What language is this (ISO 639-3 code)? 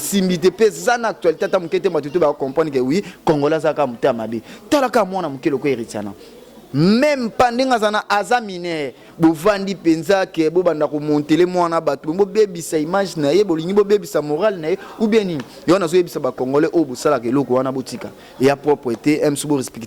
lin